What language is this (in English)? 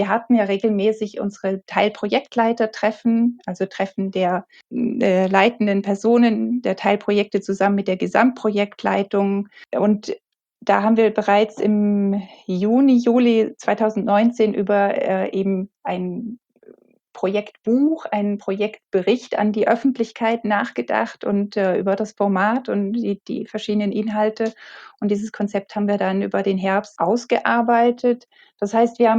German